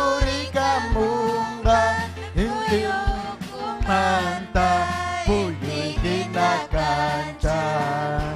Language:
Ayacucho Quechua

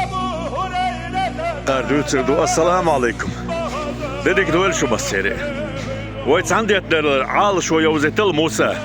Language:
Chechen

